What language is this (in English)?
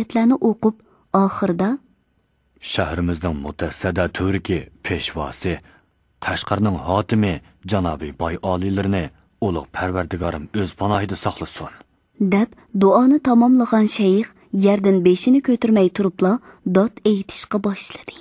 Uyghur